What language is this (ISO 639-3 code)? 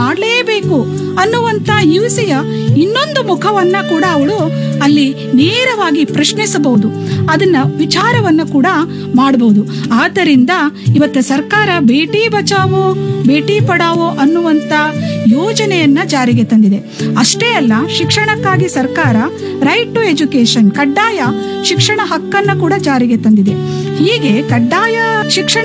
kan